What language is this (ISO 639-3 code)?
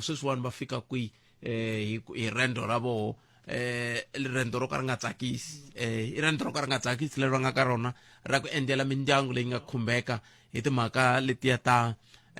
tso